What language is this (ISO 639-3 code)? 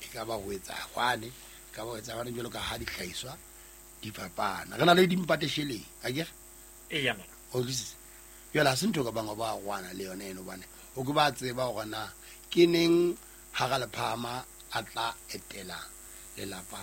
sot